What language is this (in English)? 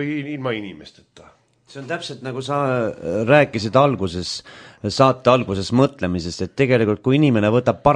Estonian